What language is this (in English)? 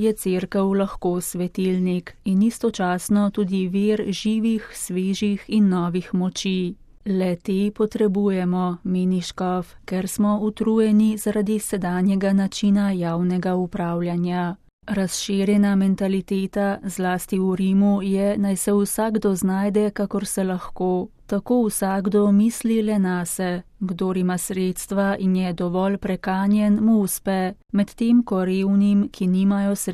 Slovenian